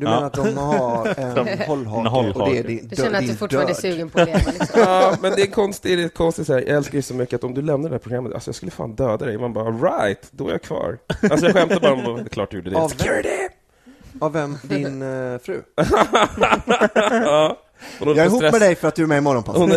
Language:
Swedish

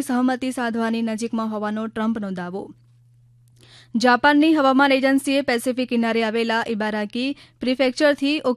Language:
Gujarati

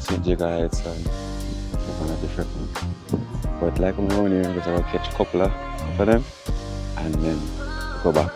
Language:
Jamaican Creole English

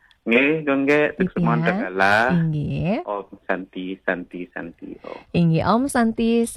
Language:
Balinese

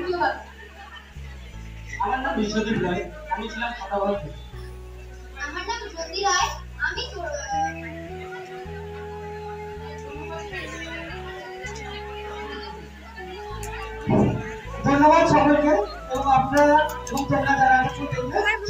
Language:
Bangla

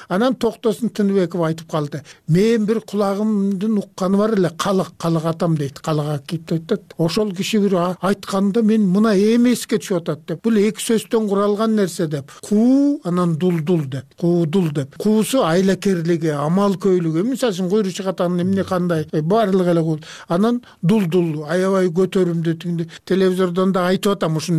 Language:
Kyrgyz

